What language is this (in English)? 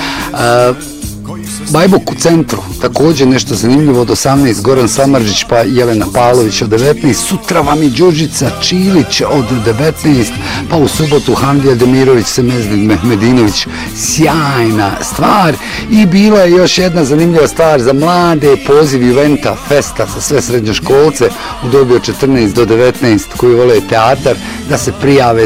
Bosnian